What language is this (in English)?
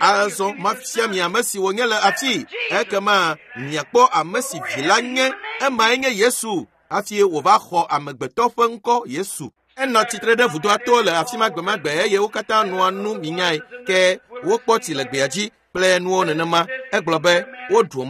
Ewe